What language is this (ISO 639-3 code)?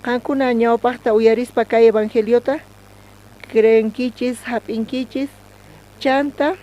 quh